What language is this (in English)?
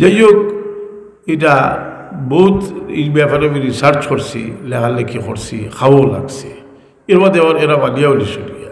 Sylheti